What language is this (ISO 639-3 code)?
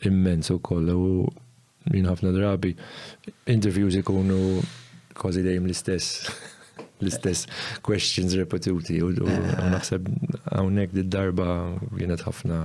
mlt